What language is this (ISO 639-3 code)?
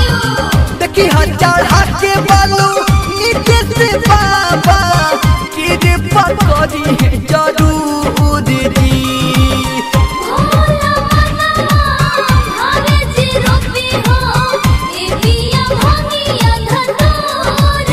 bho